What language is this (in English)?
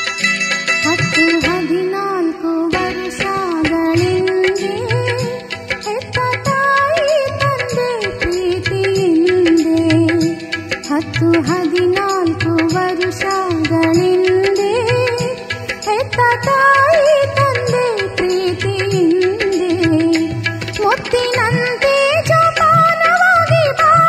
Kannada